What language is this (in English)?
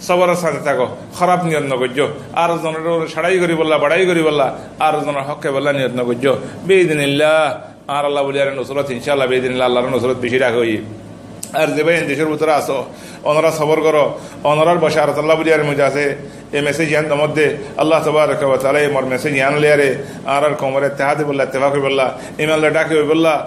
Rohingya